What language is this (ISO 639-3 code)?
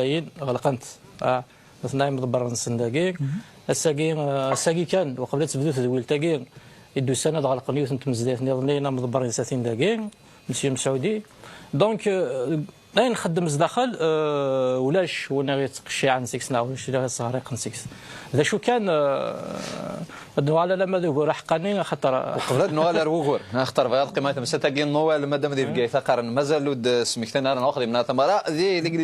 kab